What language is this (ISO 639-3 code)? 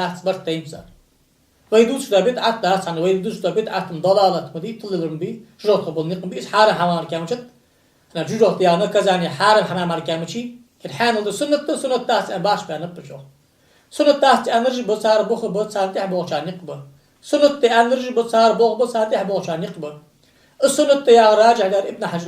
inh